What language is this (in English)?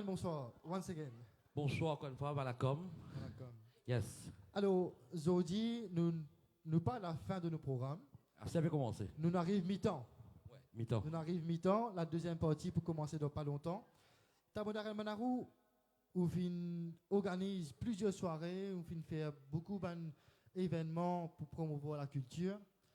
Morisyen